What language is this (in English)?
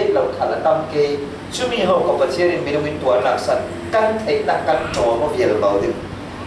Falam Chin